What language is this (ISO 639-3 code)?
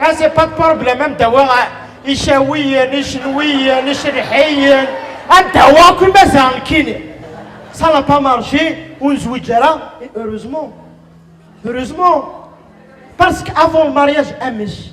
kab